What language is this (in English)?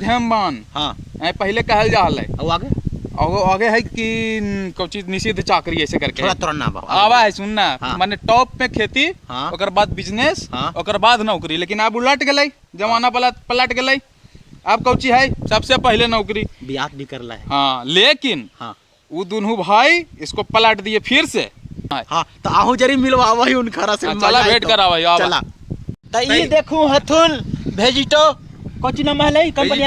Magahi